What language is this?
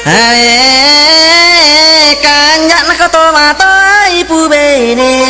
Buginese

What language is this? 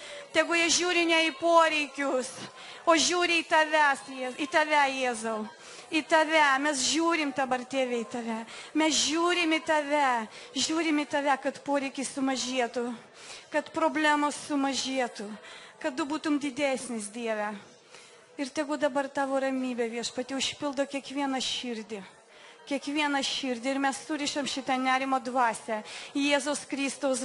Lithuanian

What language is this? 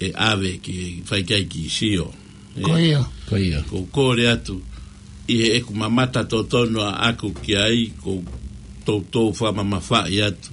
Tongan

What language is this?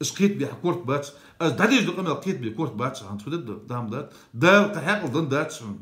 Ingush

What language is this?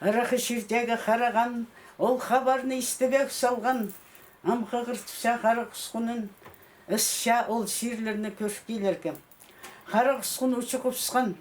Khakas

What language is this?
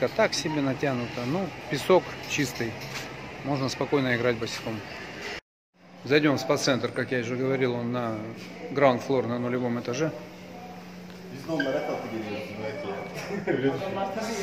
Russian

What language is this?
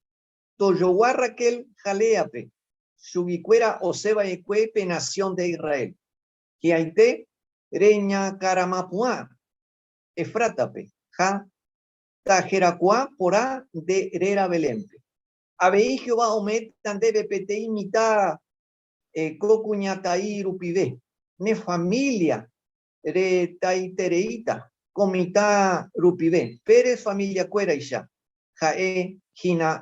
Guarani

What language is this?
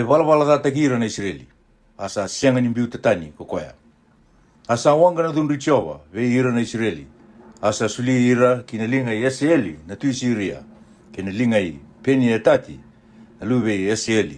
Fijian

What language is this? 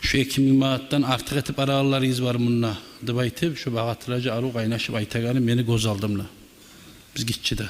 Kumyk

